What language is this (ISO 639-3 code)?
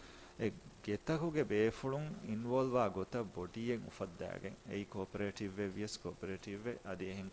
div